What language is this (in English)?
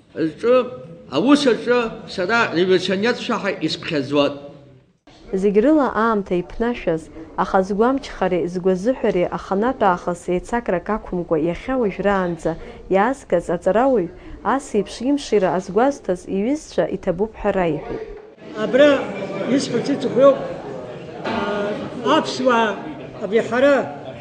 Abkhazian